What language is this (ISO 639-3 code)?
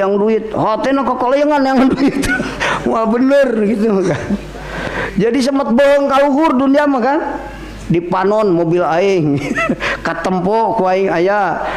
sun